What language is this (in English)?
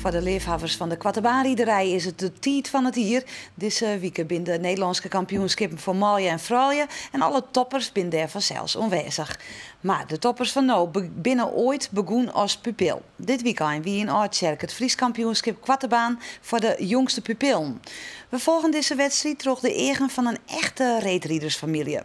Western Frisian